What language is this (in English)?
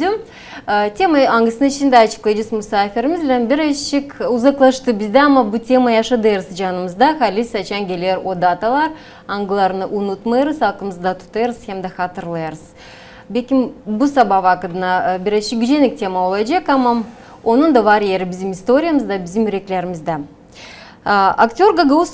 Gagauz